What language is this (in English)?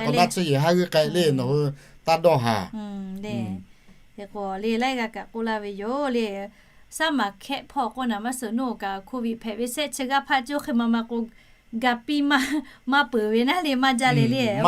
Lahu